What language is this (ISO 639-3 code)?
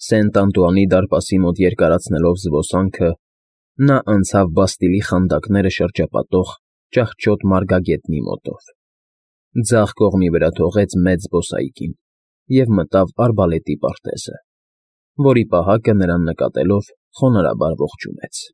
hye